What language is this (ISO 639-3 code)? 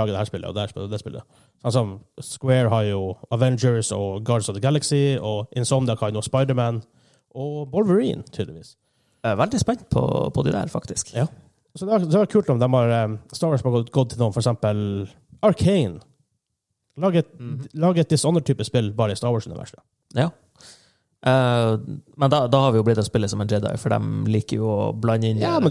nor